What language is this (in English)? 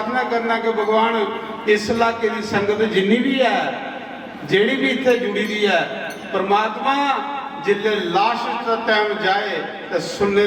Dogri